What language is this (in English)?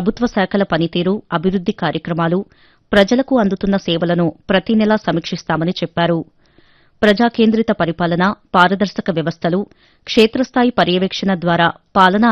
Telugu